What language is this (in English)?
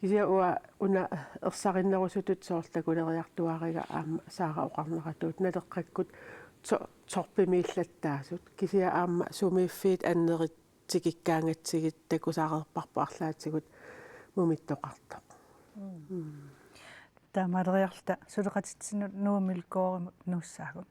Kalaallisut